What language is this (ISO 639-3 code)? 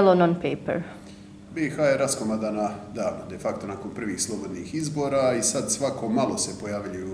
hrv